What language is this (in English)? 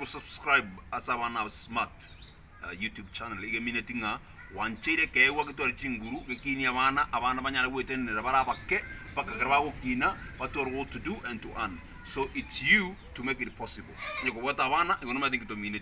Gusii